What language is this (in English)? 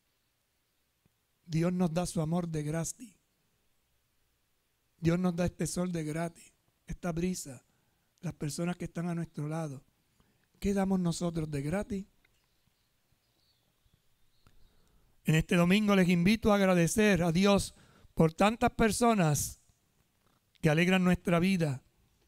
Spanish